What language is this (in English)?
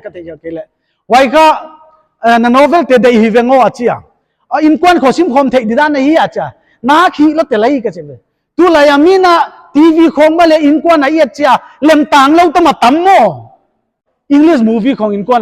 Paite Chin